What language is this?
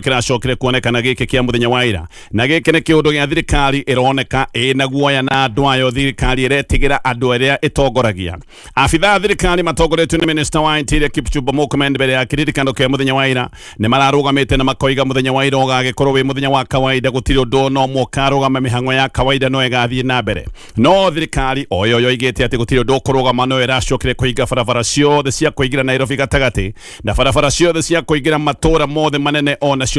Kikuyu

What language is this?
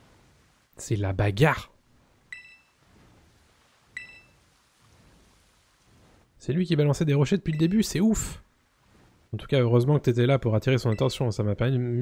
French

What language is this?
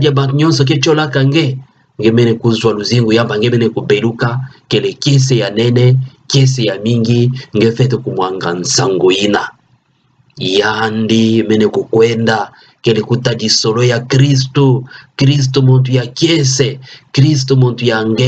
Kituba (Democratic Republic of Congo)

